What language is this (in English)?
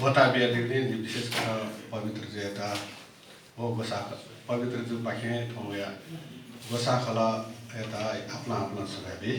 Newari